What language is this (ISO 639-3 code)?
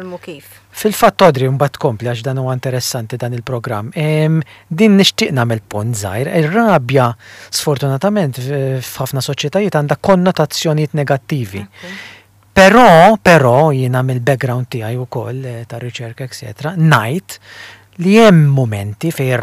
mlt